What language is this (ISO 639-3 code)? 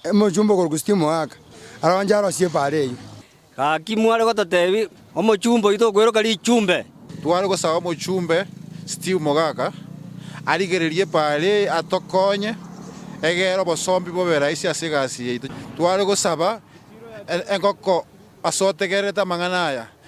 guz